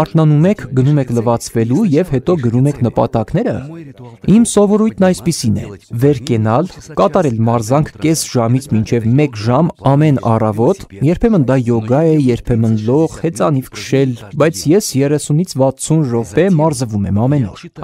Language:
Armenian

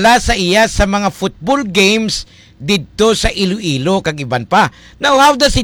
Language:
Hiligaynon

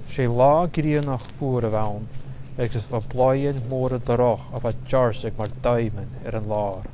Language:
Scottish Gaelic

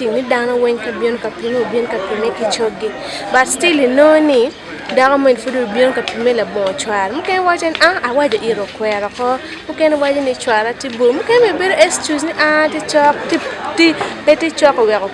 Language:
Acoli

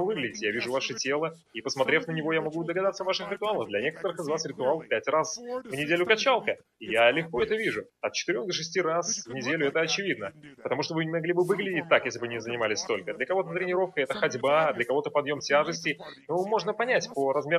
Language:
Russian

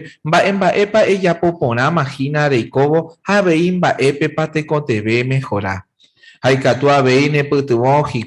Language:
Guarani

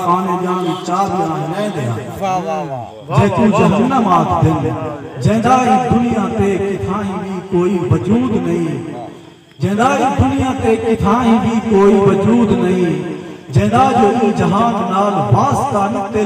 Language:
Saraiki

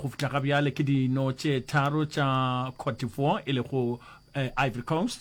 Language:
Northern Sotho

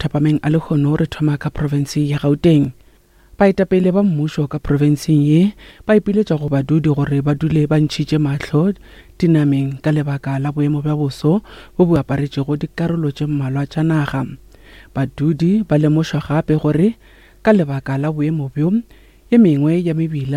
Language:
Northern Sotho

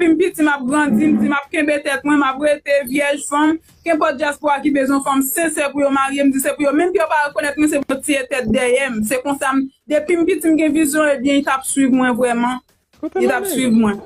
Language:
Haitian Creole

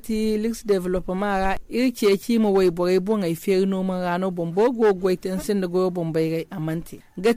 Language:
Zarma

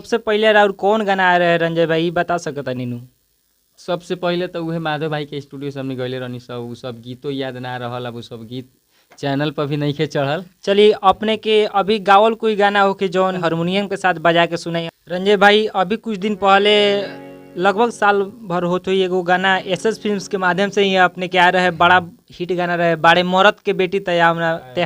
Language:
Bhojpuri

